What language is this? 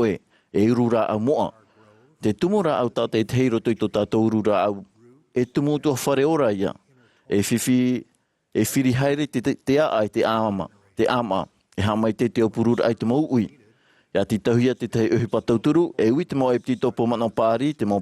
Tahitian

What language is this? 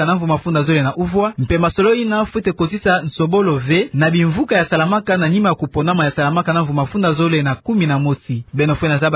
Kituba (Democratic Republic of Congo)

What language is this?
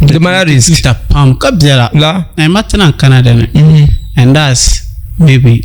Dagbani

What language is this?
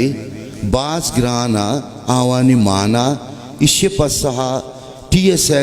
Baluchi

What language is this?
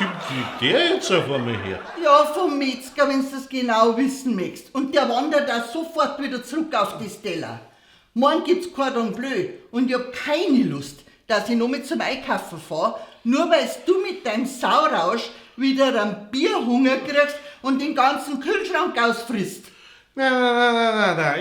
Bavarian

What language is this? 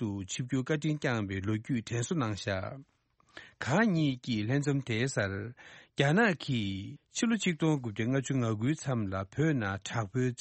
Tibetan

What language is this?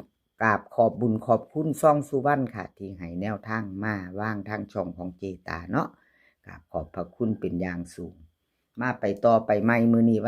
Northeastern Thai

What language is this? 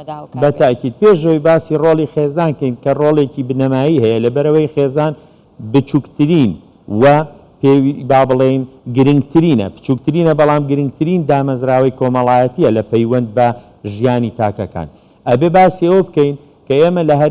Central Kurdish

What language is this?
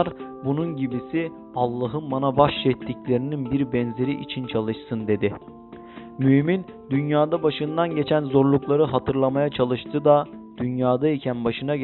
Turkish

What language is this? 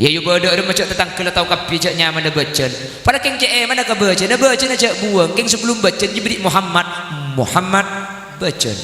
Madurese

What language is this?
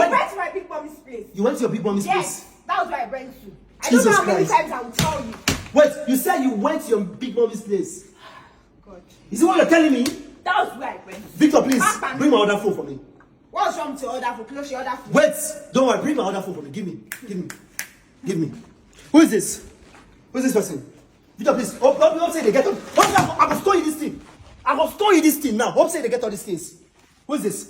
Nigerian Pidgin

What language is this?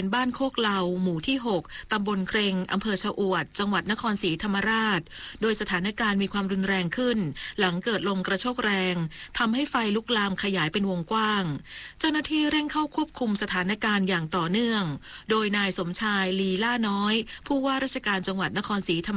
Thai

